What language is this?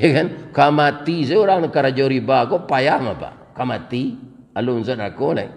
Minangkabau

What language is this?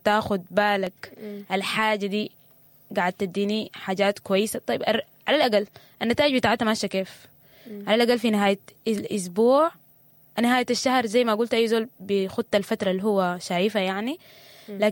Sudanese Arabic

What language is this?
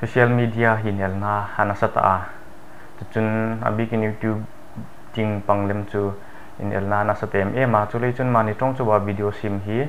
Hmar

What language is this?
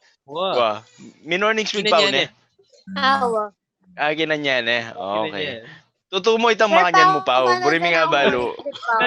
Pampanga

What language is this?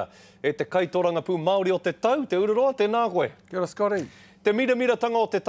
Māori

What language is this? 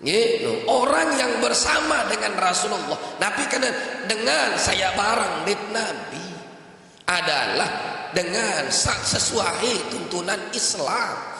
Sasak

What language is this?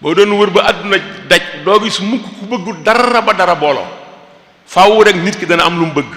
Wolof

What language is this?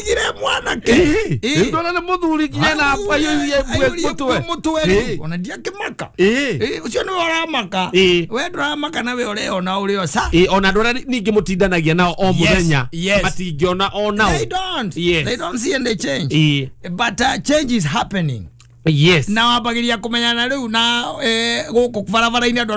Kikuyu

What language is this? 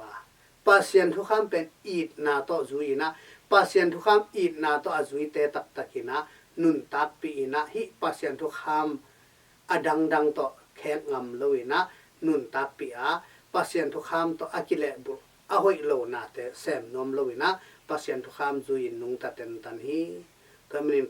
Tedim Chin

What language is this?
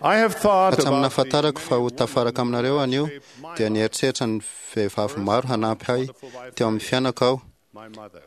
Malagasy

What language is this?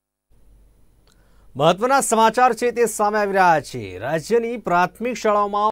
Gujarati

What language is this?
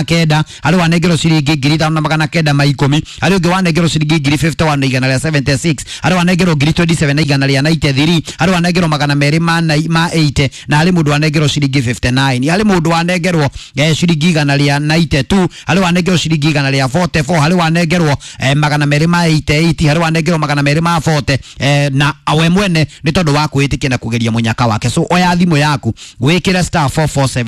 Kikuyu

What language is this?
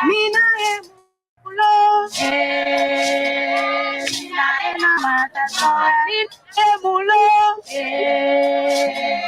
Ewe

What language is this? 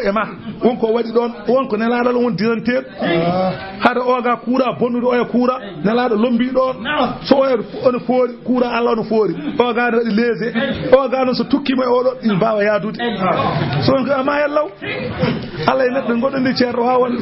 Fula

